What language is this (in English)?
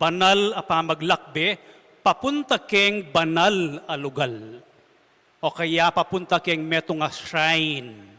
Pampanga